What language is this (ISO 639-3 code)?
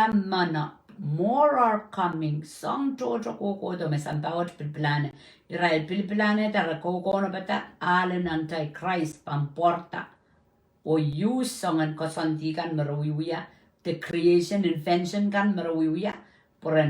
pon